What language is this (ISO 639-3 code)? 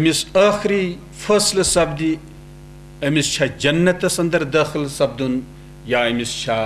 kas